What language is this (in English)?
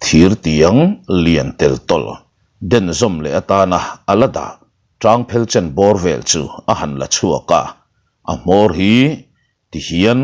Mizo